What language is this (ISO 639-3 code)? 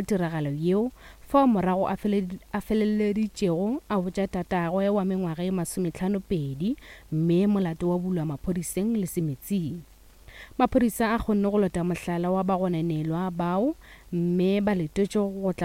nso